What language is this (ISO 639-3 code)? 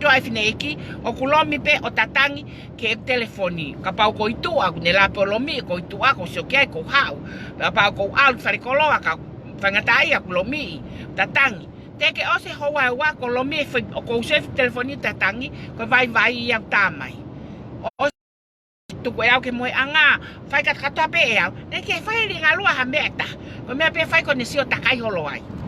ton